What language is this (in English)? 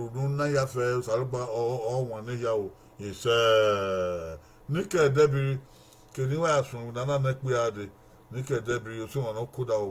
Bini